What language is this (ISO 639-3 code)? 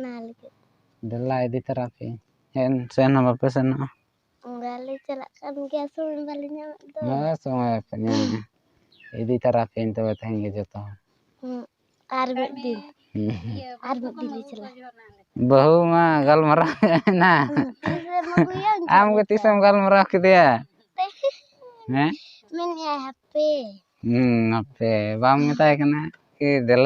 sat